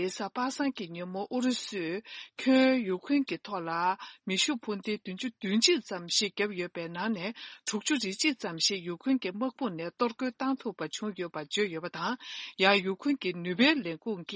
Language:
Tibetan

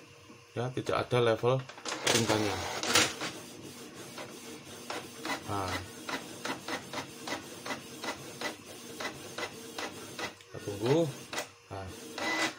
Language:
Indonesian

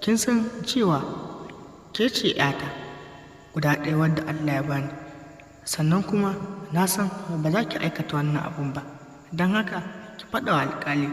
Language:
Hausa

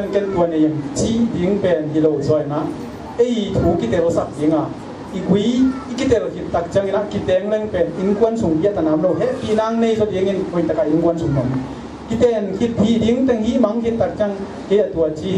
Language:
Tedim Chin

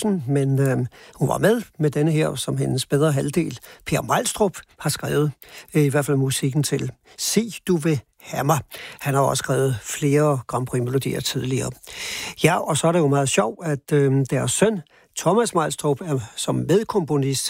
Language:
Danish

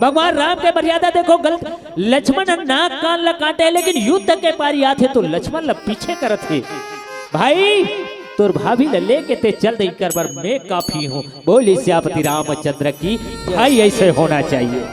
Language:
Chhattisgarhi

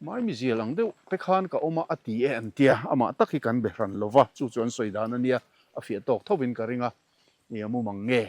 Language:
Mizo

